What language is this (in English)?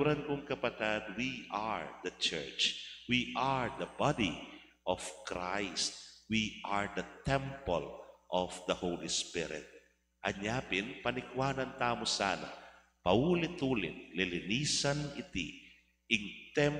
Pampanga